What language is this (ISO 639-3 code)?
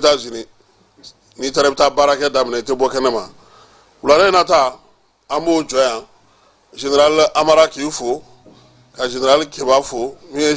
bam